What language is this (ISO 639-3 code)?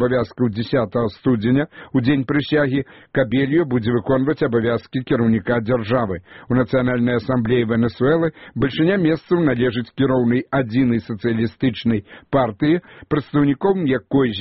bel